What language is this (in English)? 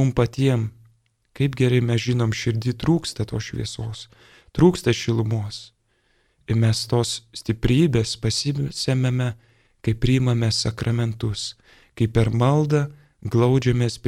Lithuanian